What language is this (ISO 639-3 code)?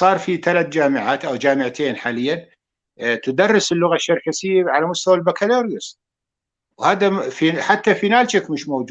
apc